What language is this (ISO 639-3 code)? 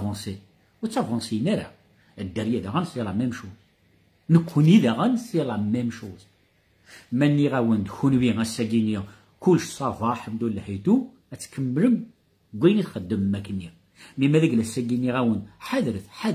kab